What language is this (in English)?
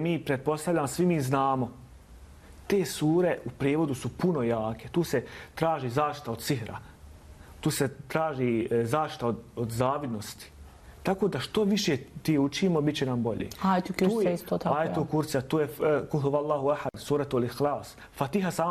Bosnian